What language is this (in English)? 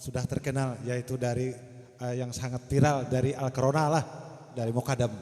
Banjar